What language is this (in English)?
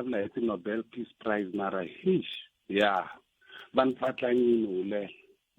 Tsonga